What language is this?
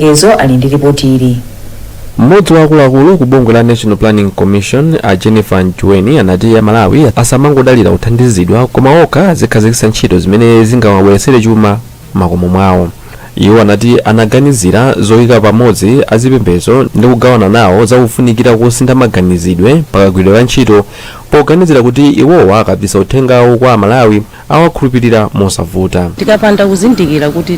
Nyanja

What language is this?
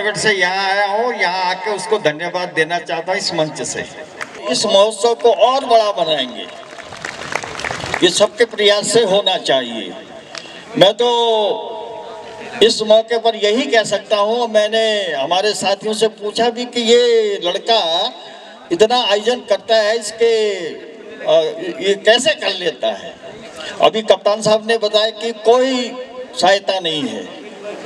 Hindi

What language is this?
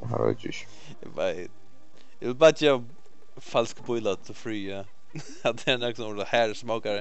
Faroese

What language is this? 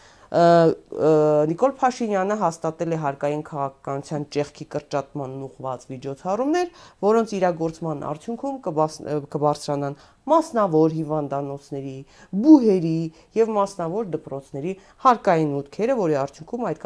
Armenian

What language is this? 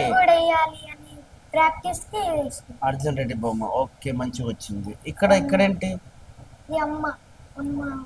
Telugu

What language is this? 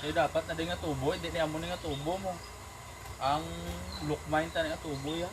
Hiligaynon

